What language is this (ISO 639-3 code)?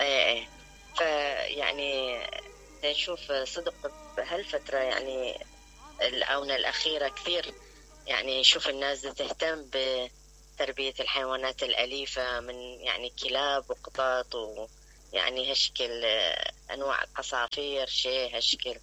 acm